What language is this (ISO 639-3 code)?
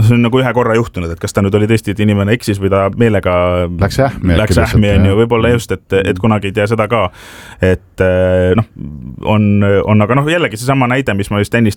est